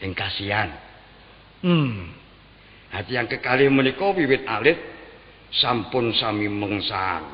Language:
Javanese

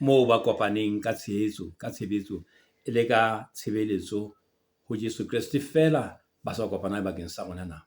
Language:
Southern Sotho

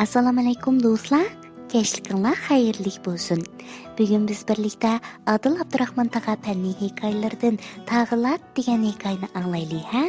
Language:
Uyghur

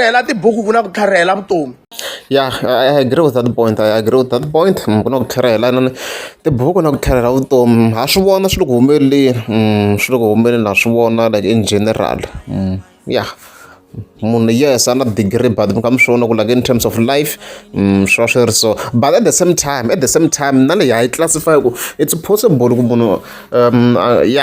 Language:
Tsonga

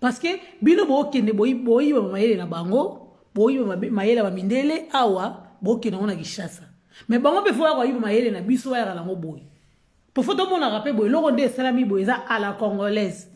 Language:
Lingala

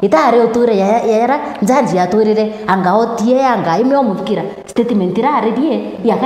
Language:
Meru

